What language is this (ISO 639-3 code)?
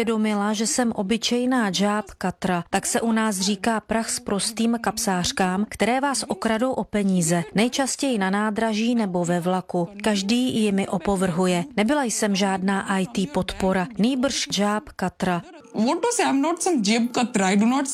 ces